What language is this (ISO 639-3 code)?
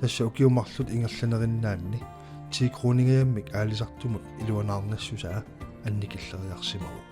kal